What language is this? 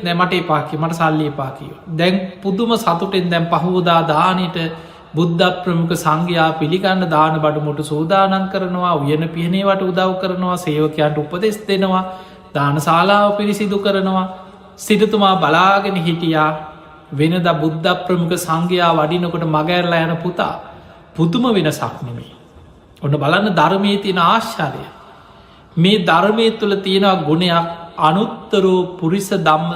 Sinhala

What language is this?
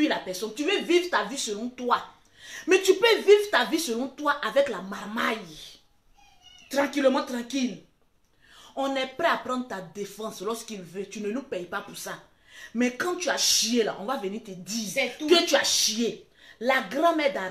French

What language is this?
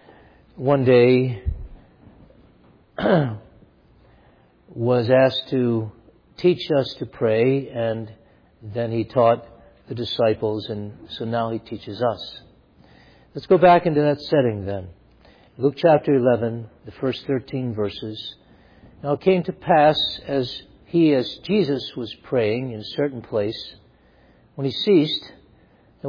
English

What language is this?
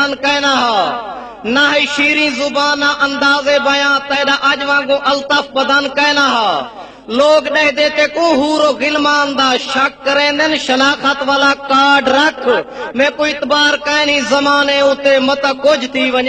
Saraiki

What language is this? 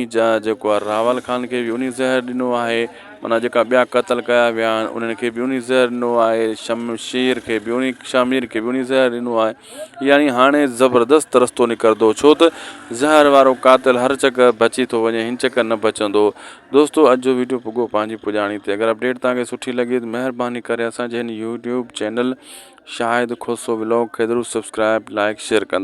Sindhi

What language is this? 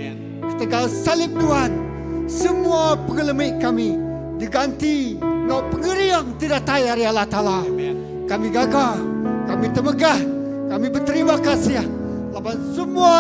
Iban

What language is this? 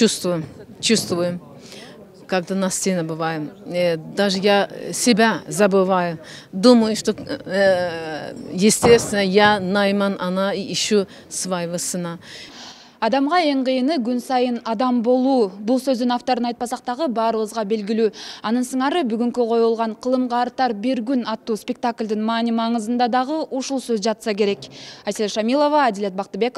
Kyrgyz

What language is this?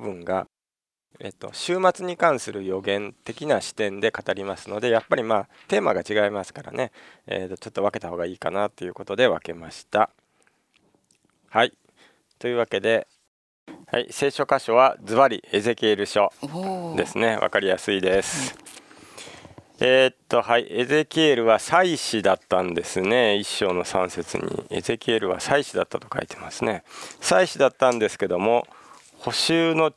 Japanese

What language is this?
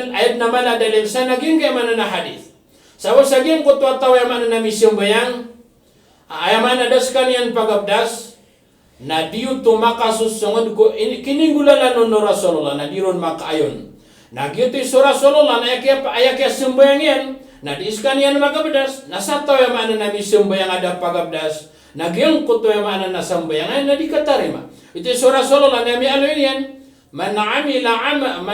Maranao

